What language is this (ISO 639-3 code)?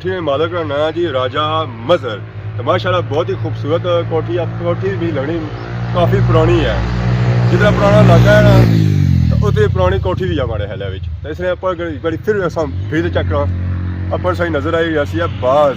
phr